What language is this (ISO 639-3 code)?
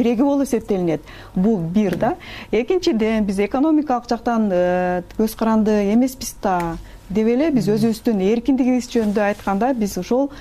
kir